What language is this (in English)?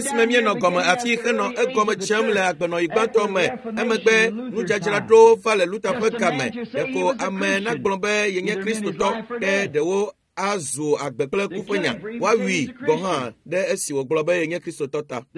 Ewe